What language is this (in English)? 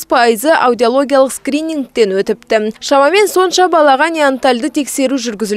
Kazakh